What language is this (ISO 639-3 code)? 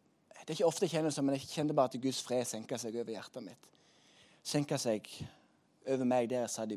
nor